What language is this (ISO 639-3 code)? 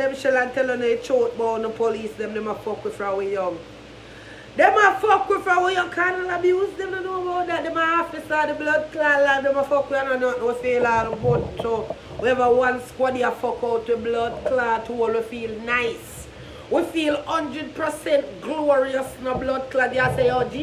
jam